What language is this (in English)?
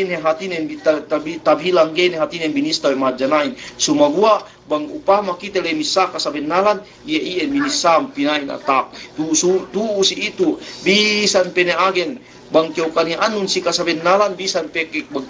Yakan